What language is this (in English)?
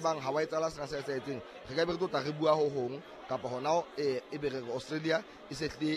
Southern Sotho